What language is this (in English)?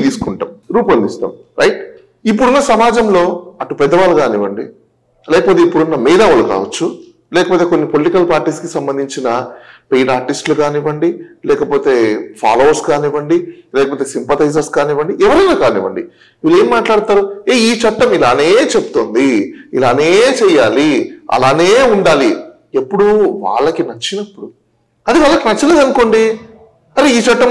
Telugu